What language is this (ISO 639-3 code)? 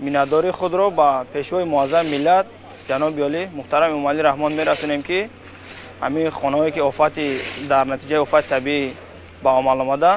tgk